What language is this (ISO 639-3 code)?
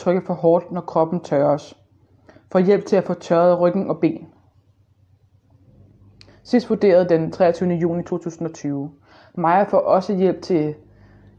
dan